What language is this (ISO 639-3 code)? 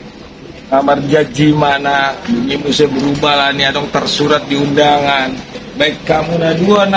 bbc